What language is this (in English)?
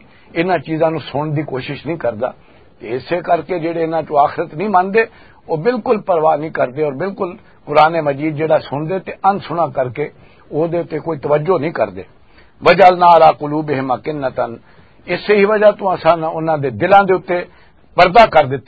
Western Panjabi